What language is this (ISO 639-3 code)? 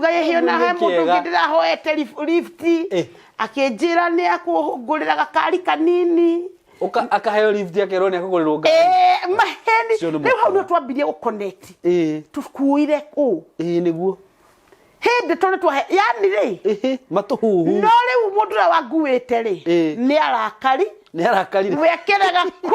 kik